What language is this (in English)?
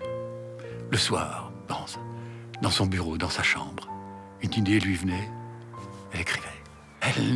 French